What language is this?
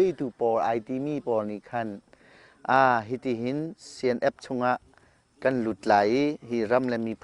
Hakha Chin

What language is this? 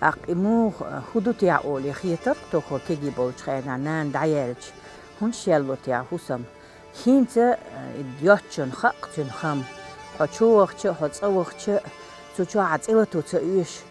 Chechen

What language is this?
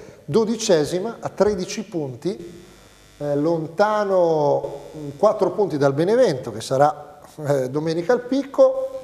Italian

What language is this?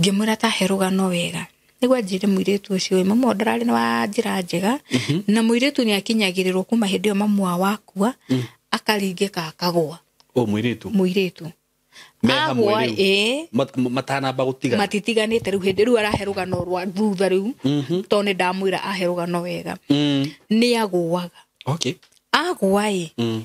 Kikuyu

